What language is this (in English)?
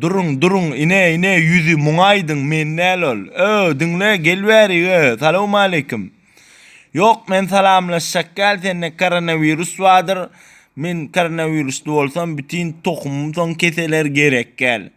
Turkmen